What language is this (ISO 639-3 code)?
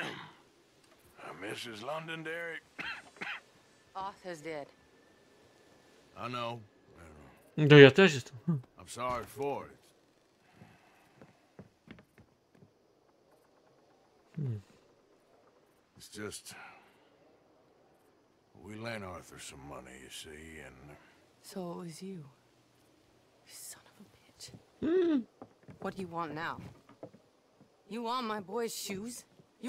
pol